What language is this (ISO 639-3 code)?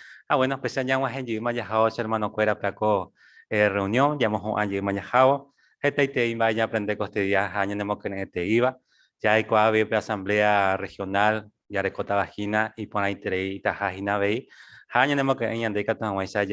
grn